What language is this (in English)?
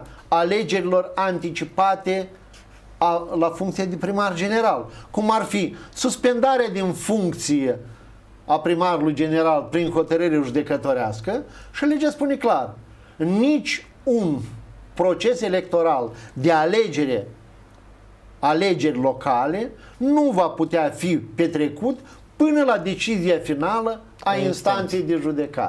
Romanian